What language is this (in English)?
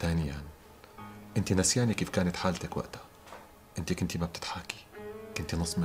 North Levantine Arabic